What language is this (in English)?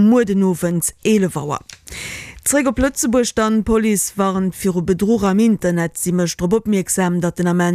Luxembourgish